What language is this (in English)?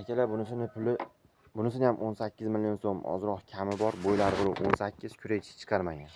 Uzbek